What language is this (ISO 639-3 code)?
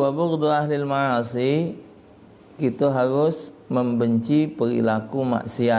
mui